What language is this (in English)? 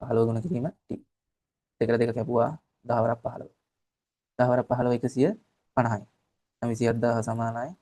Sinhala